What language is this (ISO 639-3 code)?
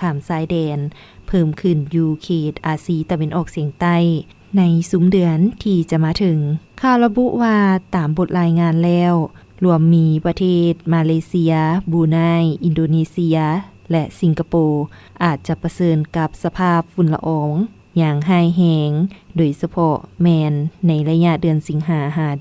lao